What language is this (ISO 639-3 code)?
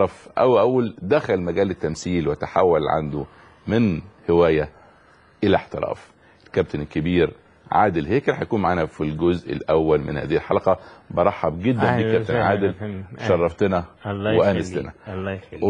arz